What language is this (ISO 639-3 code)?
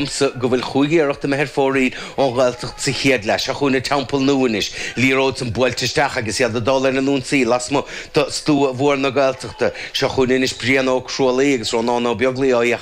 gle